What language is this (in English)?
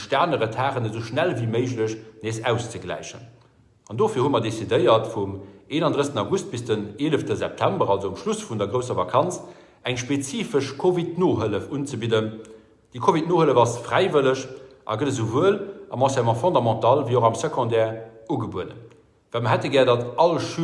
Luxembourgish